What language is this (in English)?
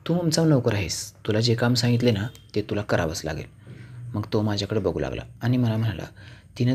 Marathi